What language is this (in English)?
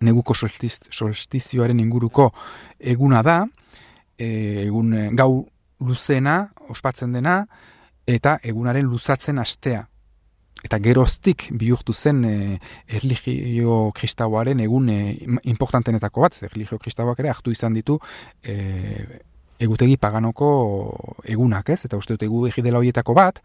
Basque